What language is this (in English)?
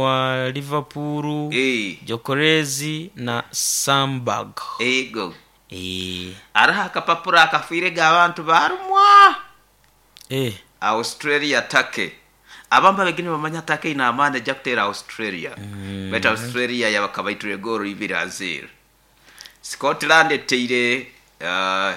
Nyoro